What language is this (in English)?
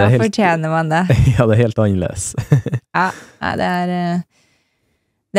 Norwegian